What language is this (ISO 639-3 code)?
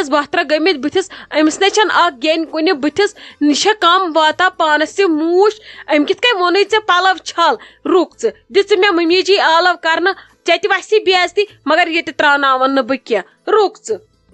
kas